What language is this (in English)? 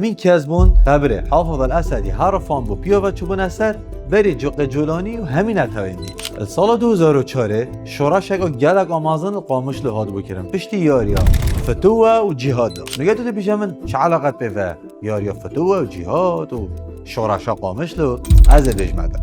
Kurdish